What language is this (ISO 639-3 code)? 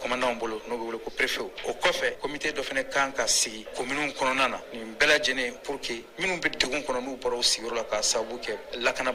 bam